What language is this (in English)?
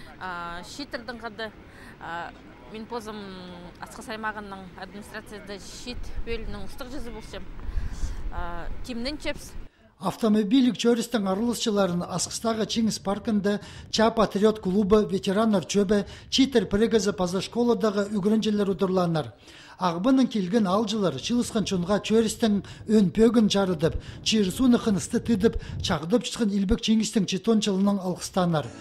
Khakas